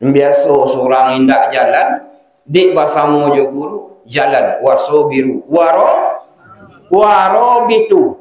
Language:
Minangkabau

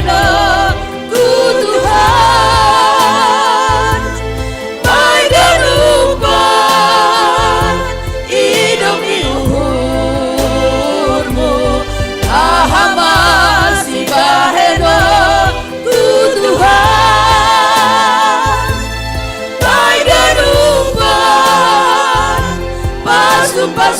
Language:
Batak Simalungun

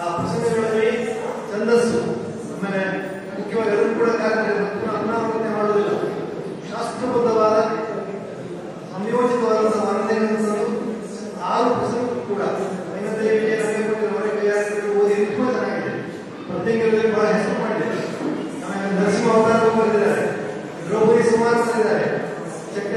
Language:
Kannada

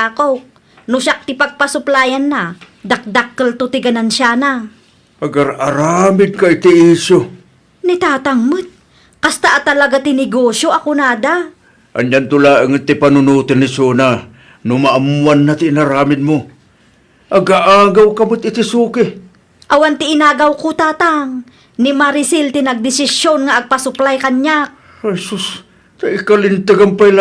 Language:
Iloko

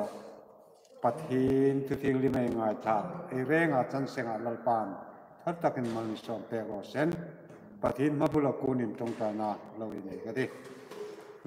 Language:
Hmar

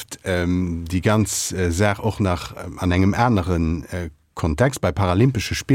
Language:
Luxembourgish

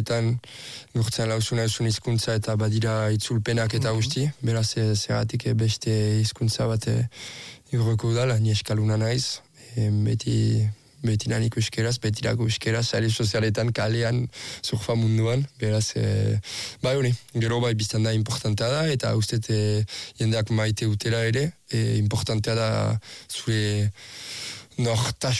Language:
Basque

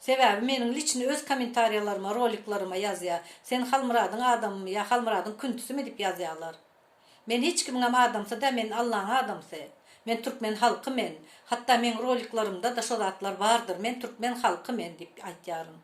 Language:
Turkmen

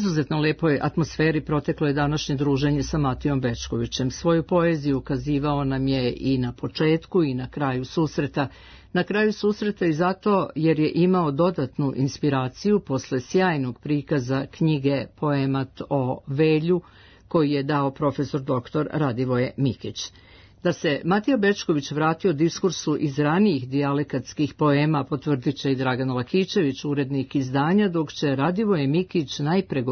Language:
Serbian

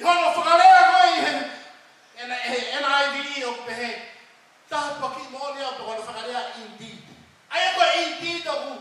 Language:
Tongan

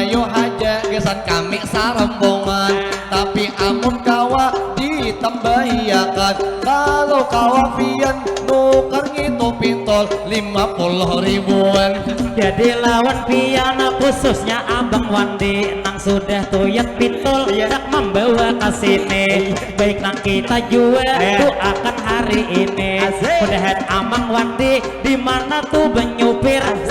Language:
Banjar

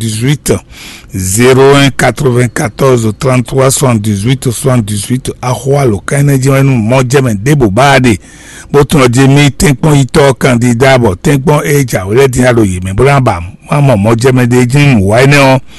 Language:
Fon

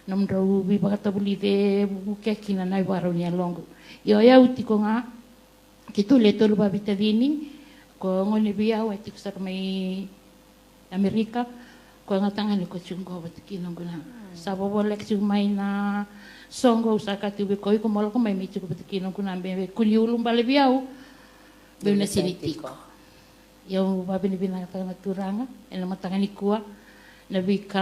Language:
Fijian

